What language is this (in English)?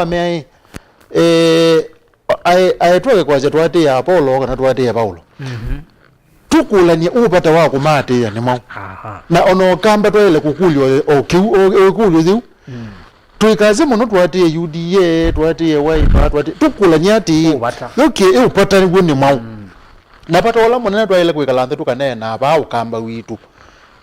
Kamba